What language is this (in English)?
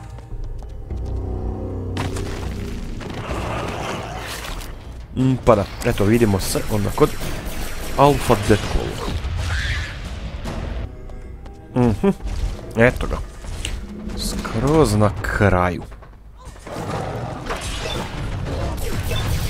Croatian